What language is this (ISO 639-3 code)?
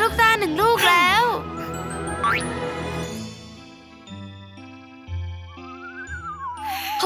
tha